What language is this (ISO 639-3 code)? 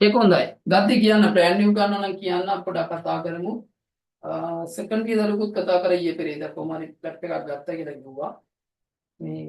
sin